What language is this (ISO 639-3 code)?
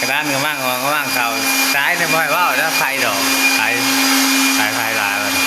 lao